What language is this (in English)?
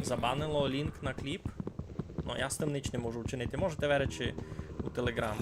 Rusyn